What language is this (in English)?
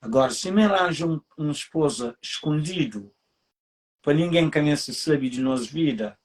Kabuverdianu